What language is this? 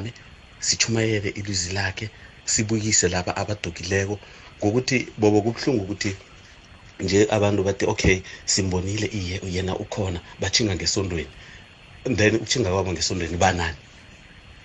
South Ndebele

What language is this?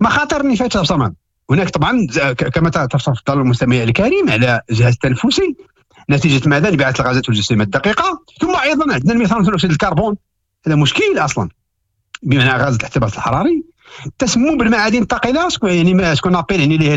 Moroccan Arabic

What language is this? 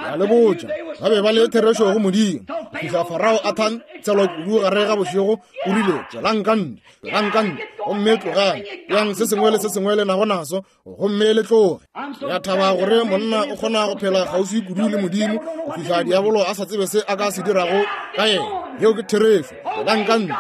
Northern Sotho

